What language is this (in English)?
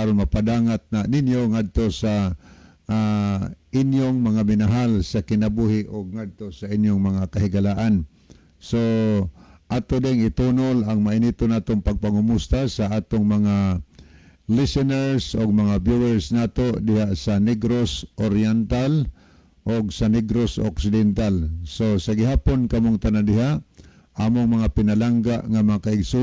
Cebuano